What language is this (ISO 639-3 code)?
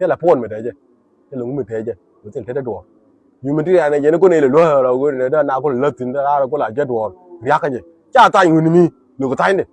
nus